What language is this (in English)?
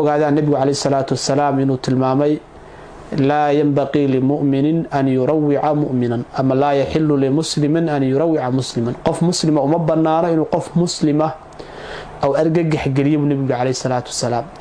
Somali